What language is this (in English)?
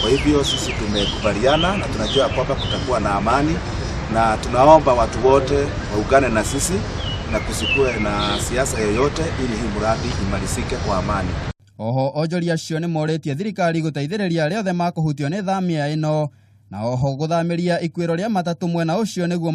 Kikuyu